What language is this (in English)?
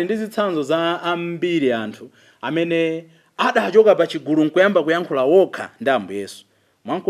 Nyanja